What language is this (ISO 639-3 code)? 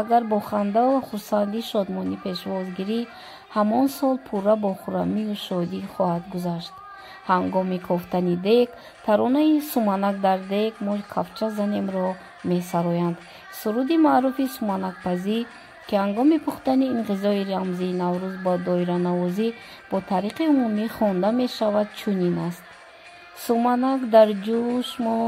tgk